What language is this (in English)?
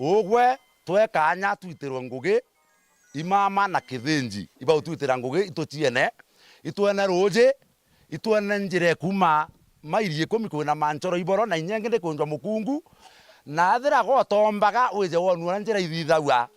Meru